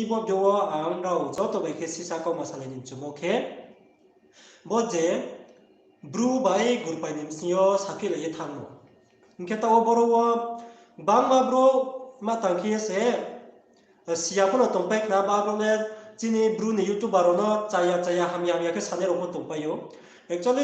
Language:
Riang (India)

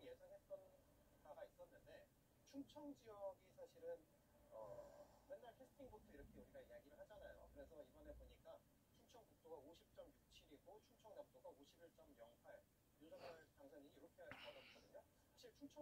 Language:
Korean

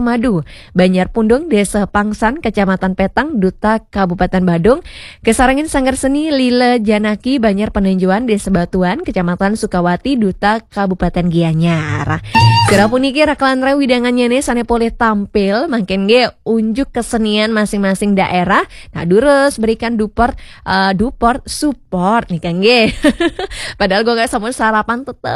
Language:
Balinese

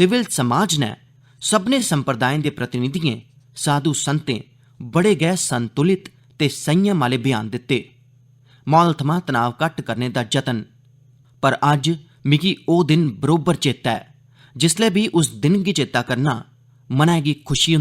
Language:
Dogri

